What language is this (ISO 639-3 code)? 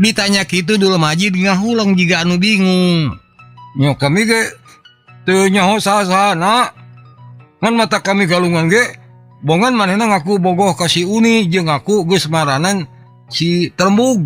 sun